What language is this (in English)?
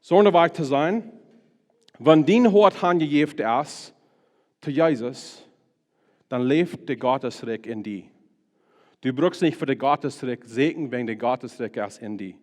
Plautdietsch